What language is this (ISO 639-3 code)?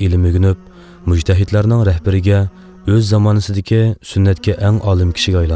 uig